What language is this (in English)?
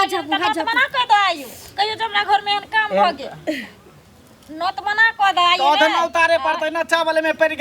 Maithili